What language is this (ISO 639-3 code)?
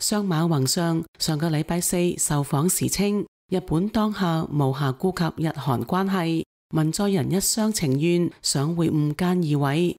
yue